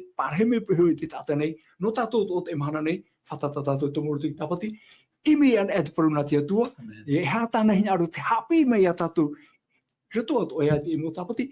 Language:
Tahitian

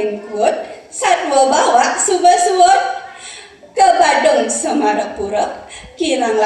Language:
Balinese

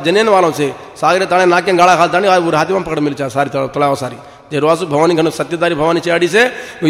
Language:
Lambadi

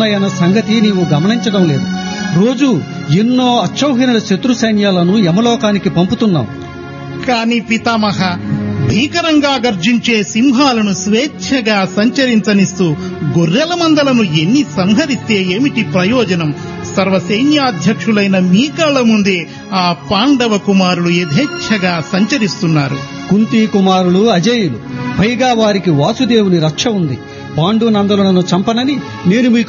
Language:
Telugu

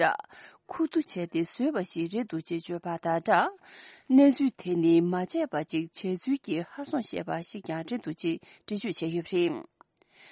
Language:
Tibetan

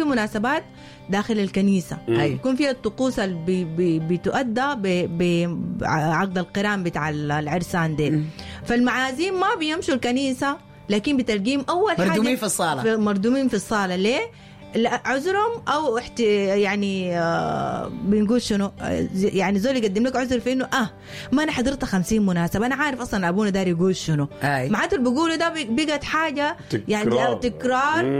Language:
Sudanese Arabic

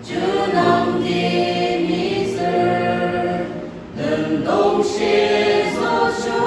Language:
Yimchungru Naga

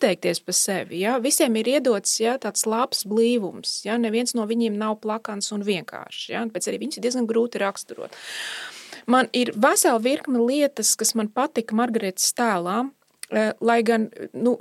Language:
Latvian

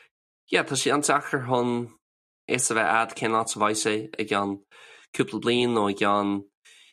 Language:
Irish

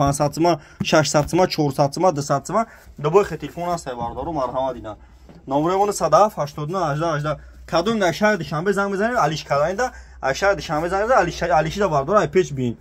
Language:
Tajik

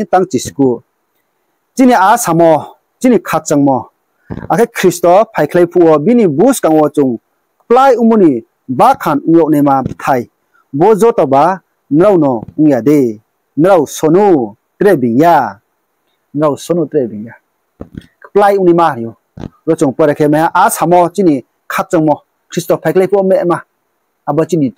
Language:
Riang (India)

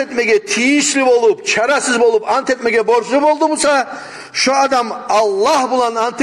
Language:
Kumyk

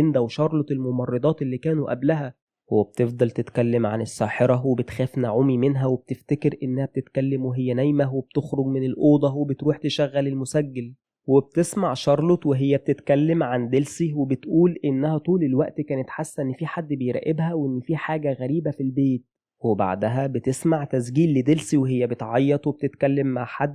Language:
Egyptian Arabic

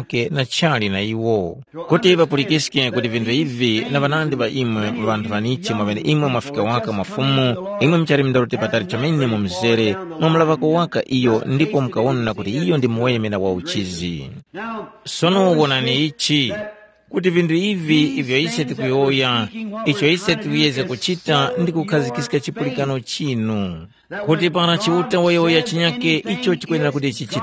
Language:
Tumbuka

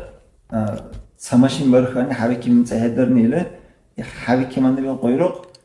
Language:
Dargwa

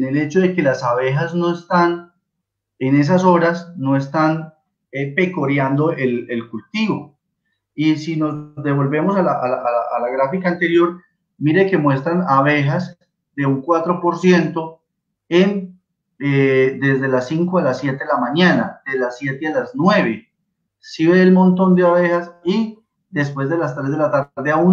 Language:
Spanish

